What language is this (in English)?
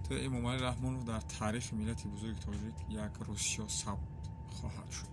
Tajik